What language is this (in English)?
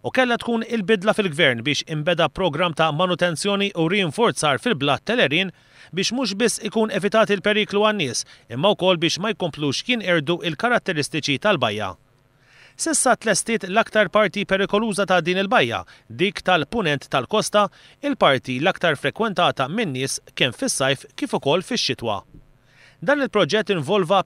Maltese